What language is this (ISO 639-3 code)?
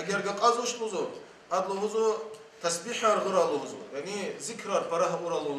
lez